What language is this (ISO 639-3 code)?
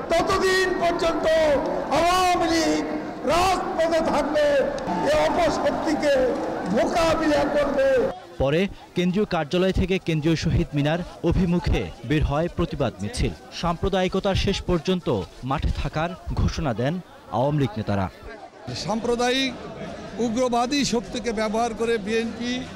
ben